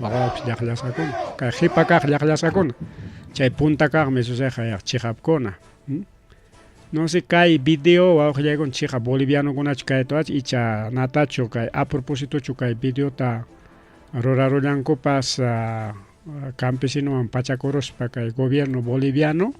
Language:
Ayacucho Quechua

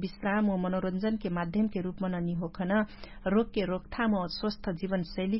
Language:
Dangaura Tharu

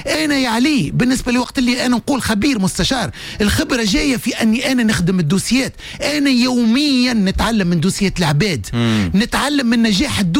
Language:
Tunisian Arabic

